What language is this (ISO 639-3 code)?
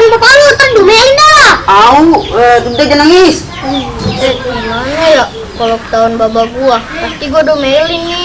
bew